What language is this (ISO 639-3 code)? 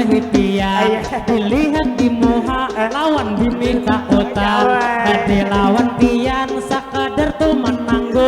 bjn